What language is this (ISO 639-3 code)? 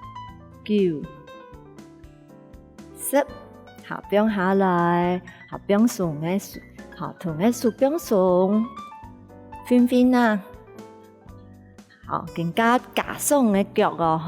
hak